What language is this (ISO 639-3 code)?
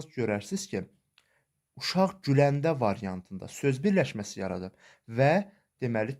aze